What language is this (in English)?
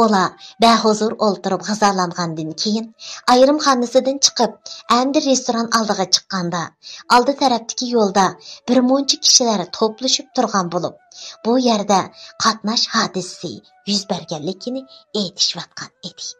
Uyghur